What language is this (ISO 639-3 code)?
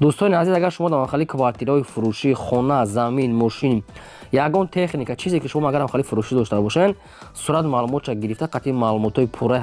tgk